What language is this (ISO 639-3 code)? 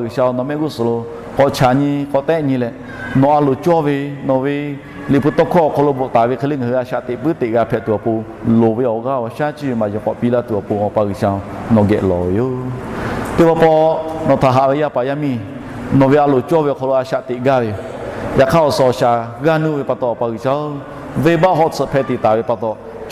lhu